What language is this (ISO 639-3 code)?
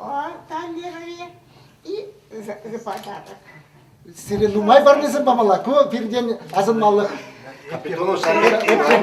chv